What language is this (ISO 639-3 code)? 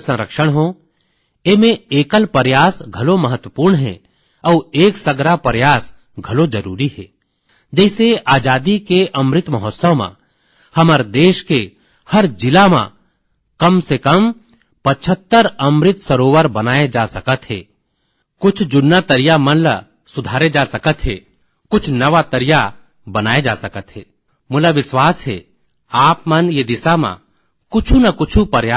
hne